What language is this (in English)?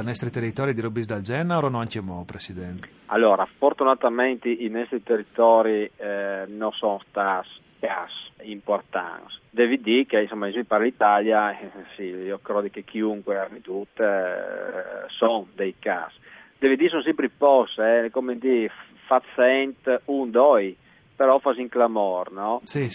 Friulian